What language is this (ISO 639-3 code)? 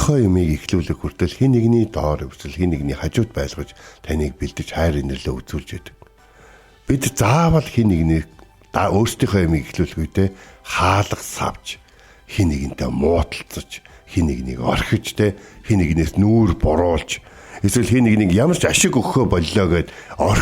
mon